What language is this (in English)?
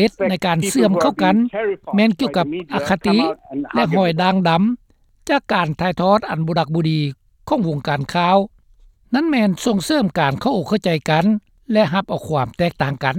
Lao